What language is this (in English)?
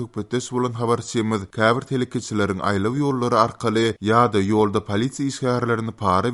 Turkmen